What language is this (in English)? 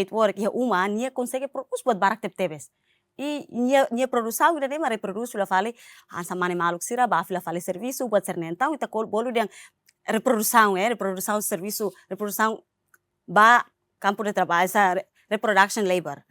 Tetum